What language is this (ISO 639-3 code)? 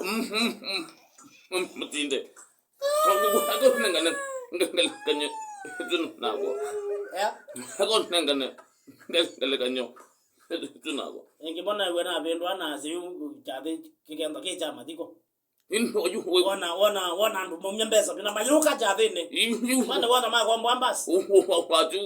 kam